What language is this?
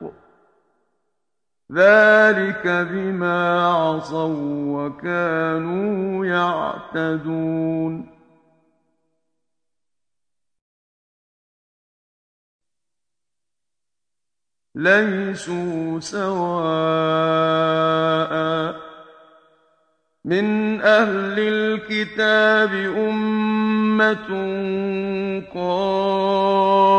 Arabic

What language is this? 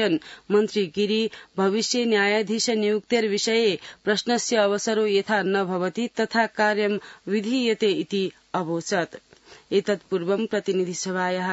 Sanskrit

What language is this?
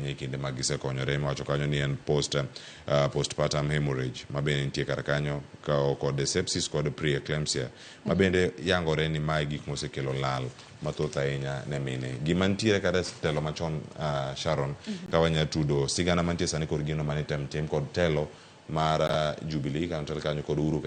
Luo (Kenya and Tanzania)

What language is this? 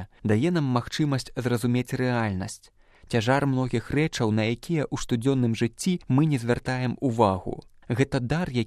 Belarusian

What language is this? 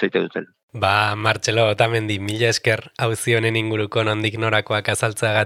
Basque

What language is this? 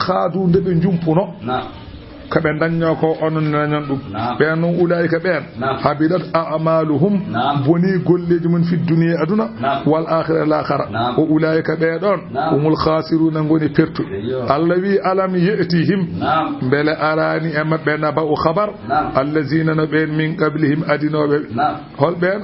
Fula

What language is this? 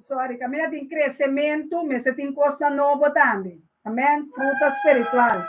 Papiamento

